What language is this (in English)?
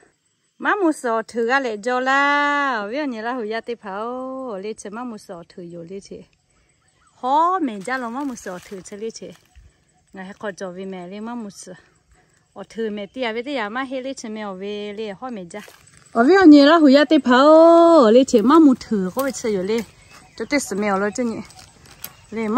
Lahu